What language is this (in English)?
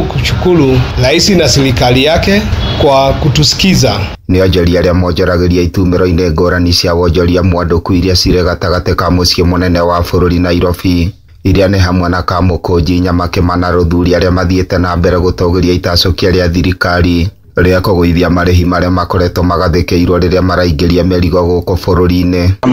Kikuyu